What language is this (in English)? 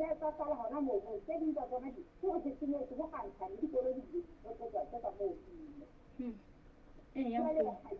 Southern Sotho